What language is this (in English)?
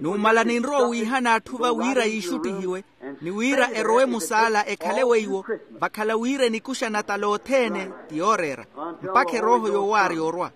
Makhuwa